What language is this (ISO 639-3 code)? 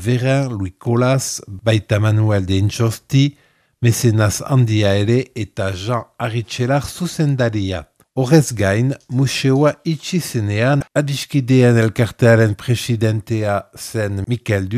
eus